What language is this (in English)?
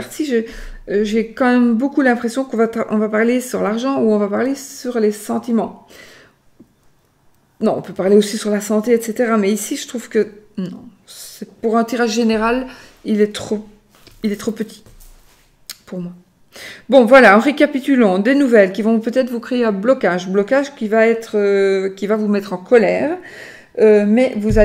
French